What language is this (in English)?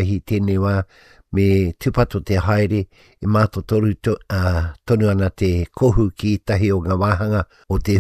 Māori